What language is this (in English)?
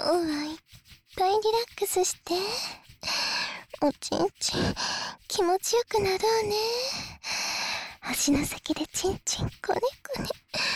Japanese